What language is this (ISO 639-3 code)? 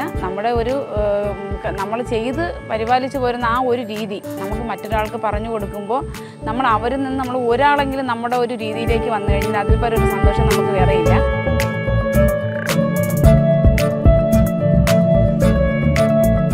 mal